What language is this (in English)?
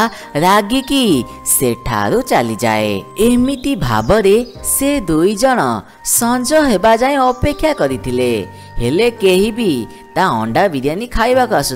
Odia